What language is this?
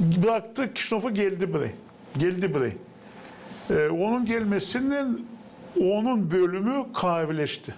Gagauz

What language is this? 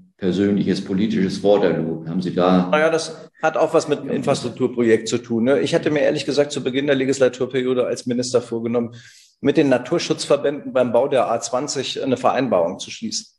German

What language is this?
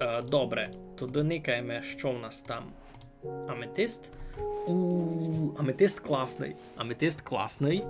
Rusyn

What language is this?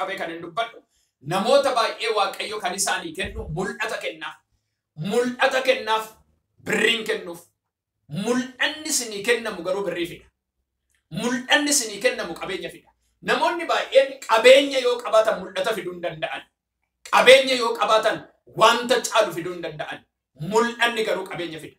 Oromo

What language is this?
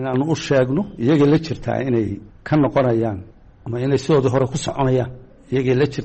Somali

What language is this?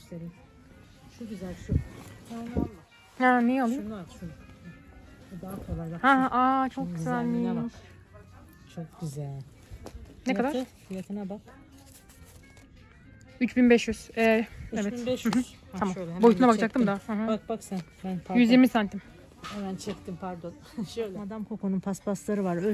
Turkish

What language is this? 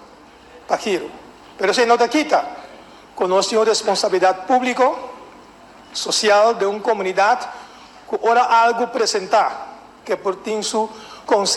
Papiamento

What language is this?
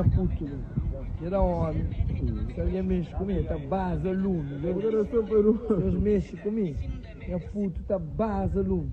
Kabuverdianu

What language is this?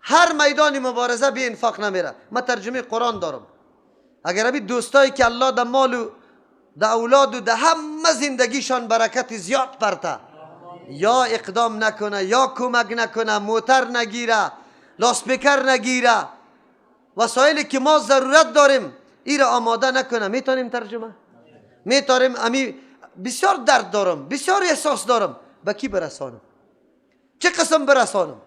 Persian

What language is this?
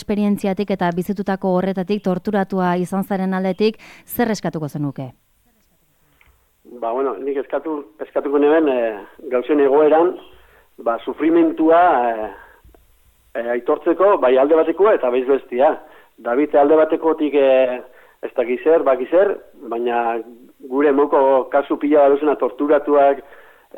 Basque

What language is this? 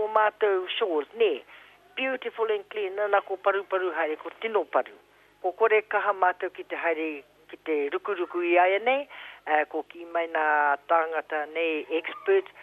Māori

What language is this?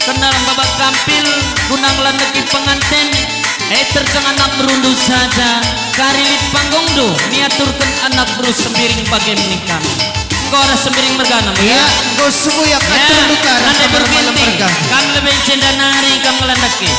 Batak Karo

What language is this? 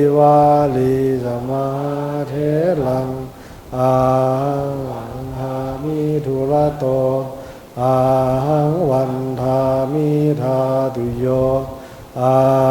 Pali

